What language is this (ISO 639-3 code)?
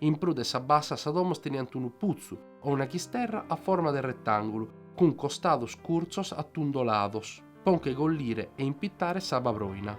srd